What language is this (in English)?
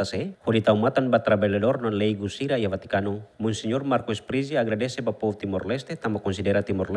Tetum